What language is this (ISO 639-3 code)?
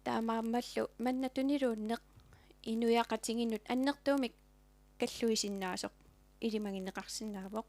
kal